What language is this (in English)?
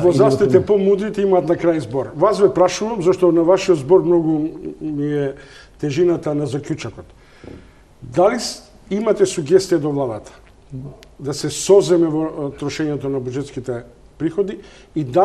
Macedonian